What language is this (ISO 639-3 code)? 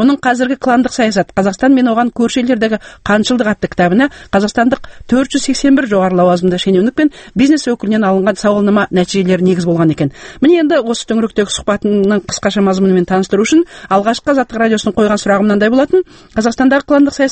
kaz